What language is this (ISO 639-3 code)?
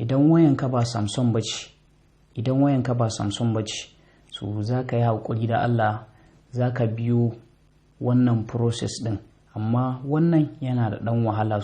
hau